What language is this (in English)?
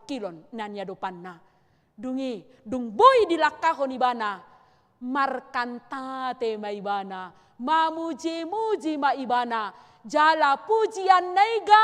Batak Toba